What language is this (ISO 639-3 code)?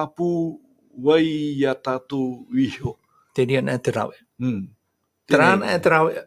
tah